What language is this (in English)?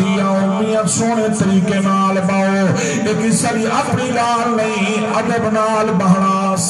Saraiki